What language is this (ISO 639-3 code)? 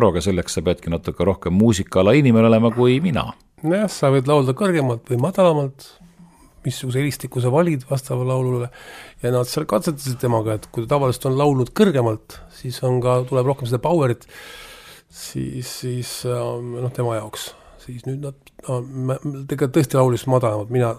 est